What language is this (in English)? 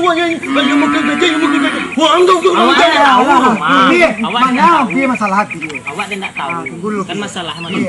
Minangkabau